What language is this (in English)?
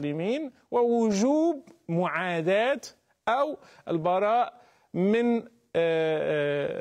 Arabic